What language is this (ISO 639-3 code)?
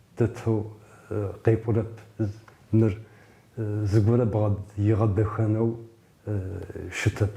ady